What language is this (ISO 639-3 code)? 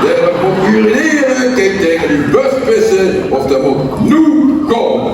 lim